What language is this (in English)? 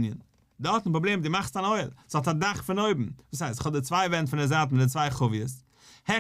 Yiddish